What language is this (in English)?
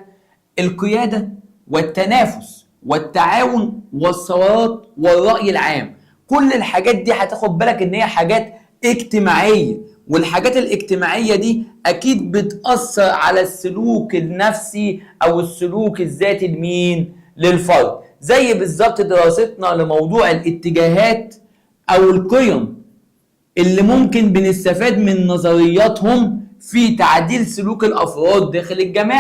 Egyptian Arabic